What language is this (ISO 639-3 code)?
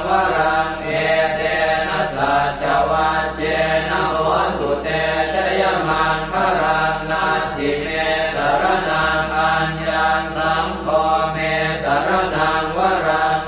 pli